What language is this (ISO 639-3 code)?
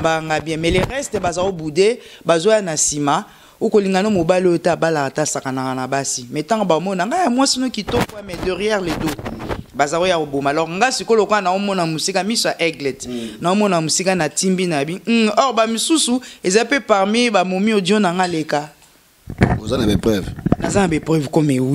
lin